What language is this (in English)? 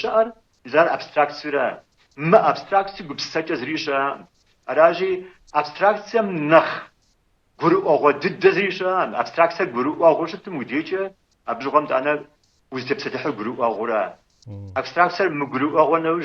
Kabardian